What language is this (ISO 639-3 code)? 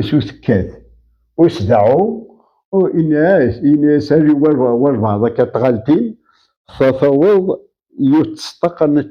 kab